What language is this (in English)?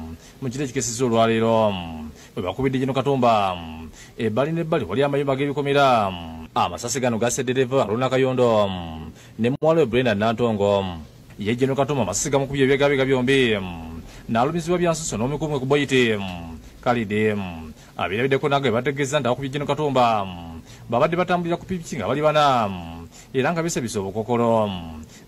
Ganda